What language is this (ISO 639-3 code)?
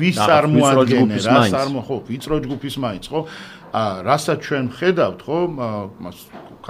kat